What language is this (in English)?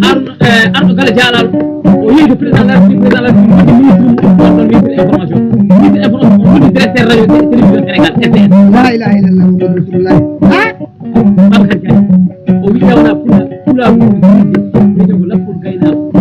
Fula